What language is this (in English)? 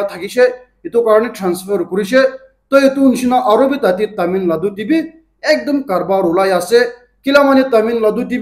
Naga Pidgin